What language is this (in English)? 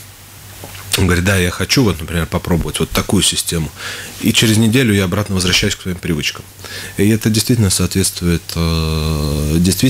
Russian